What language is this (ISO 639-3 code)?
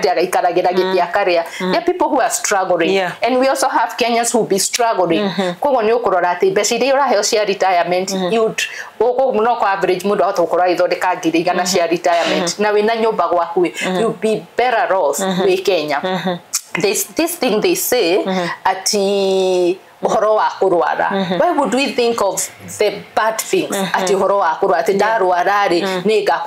kik